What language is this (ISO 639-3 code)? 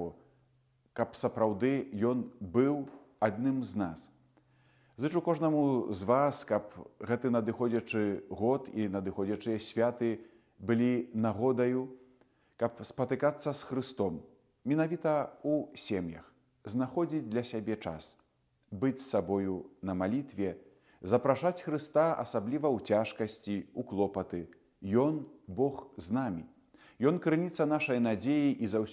bel